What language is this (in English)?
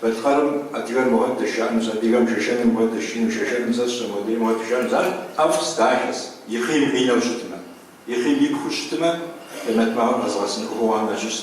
Kabardian